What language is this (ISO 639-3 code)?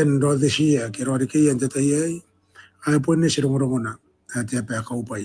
gil